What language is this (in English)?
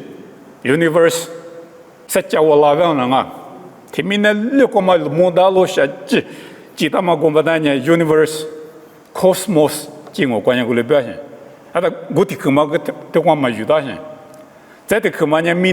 Lisu